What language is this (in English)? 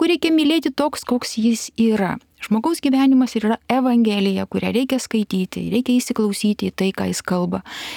Lithuanian